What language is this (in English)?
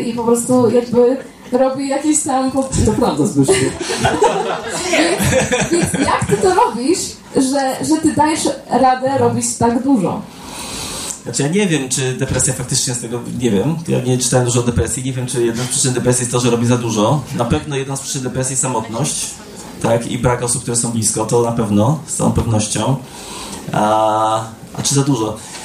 Polish